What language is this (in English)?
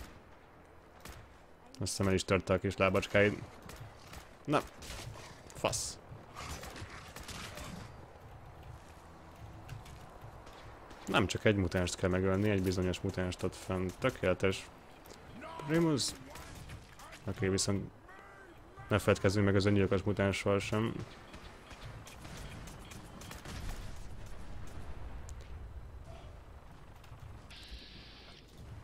Hungarian